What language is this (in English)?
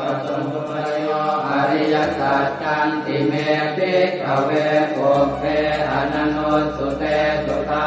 Pali